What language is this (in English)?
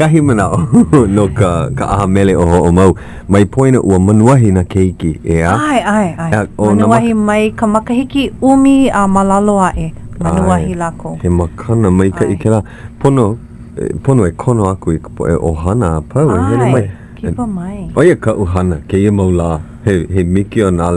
Hawaiian